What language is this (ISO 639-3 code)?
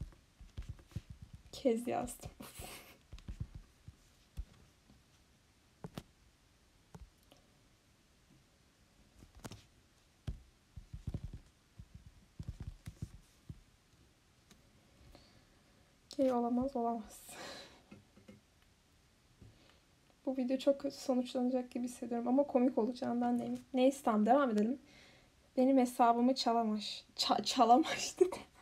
tur